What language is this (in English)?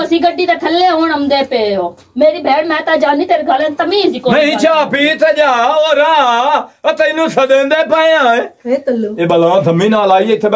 Punjabi